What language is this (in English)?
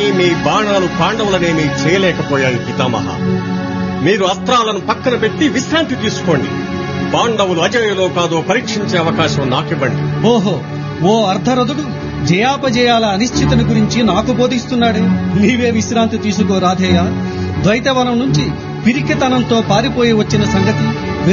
Telugu